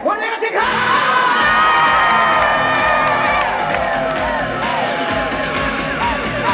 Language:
Japanese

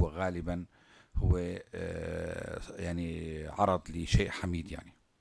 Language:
North Levantine Arabic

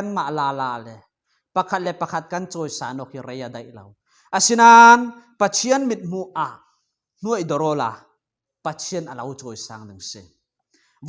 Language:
Falam Chin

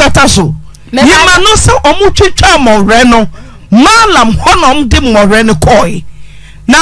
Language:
Akan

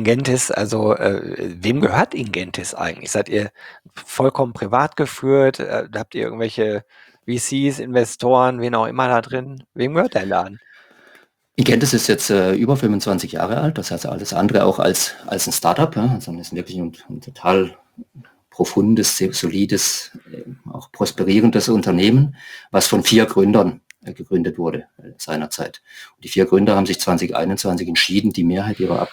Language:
German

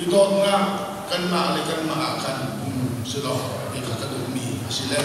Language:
Hakha Chin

